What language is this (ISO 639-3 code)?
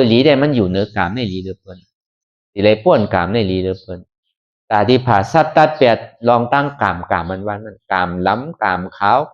shn